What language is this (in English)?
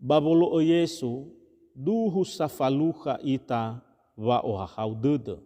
Nias